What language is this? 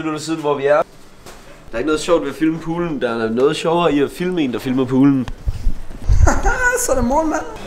Danish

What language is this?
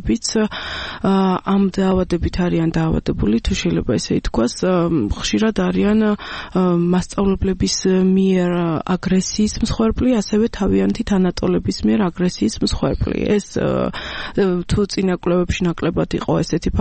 Georgian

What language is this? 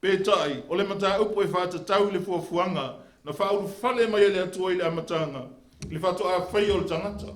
Samoan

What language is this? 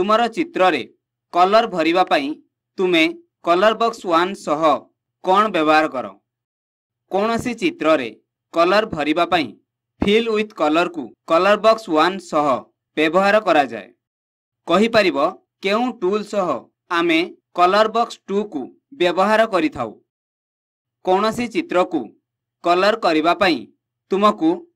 Odia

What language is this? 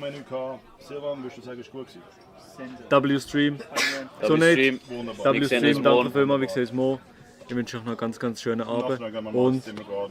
Swiss German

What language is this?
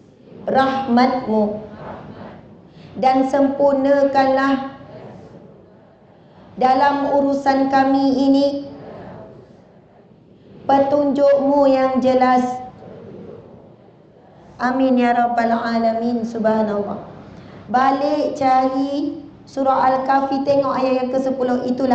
Malay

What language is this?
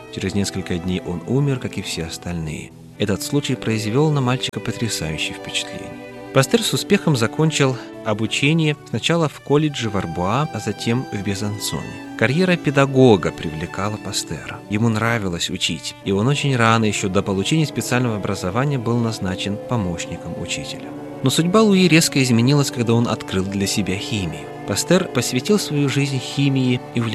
Russian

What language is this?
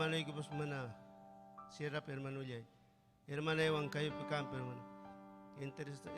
Ayacucho Quechua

